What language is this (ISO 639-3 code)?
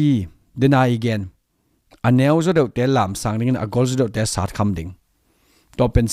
ctd